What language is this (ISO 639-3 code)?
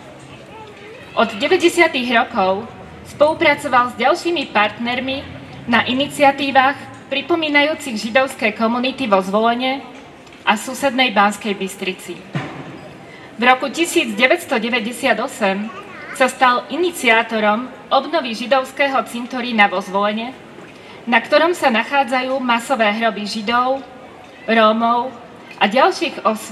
slk